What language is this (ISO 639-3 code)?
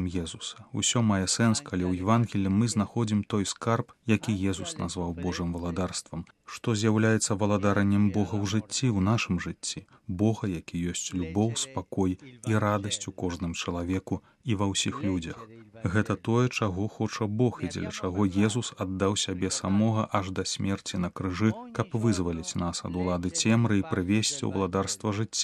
bel